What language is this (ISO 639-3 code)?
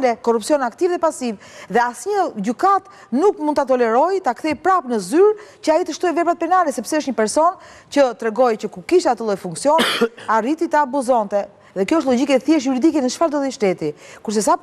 sqi